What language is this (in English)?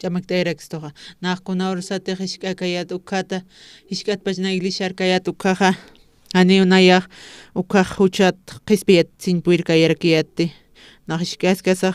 Aymara